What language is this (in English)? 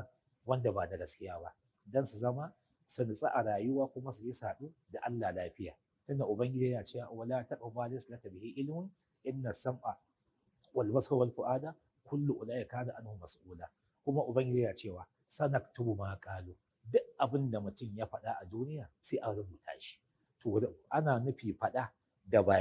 Hausa